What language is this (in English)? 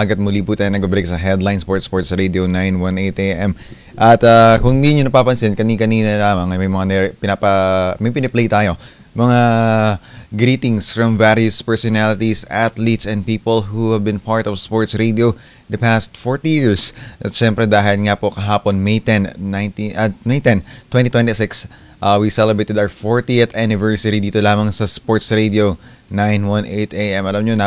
Filipino